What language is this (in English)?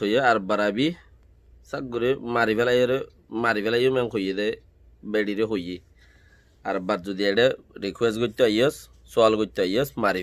Rohingya